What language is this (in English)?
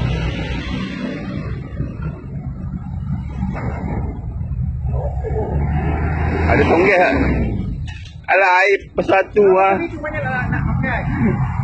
Malay